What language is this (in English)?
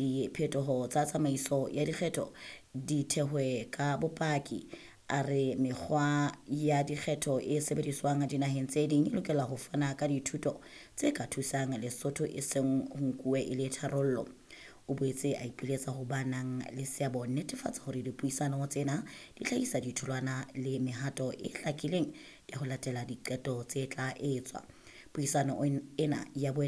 Southern Sotho